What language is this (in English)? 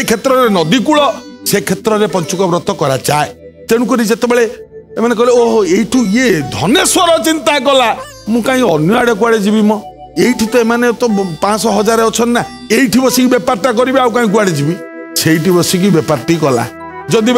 Odia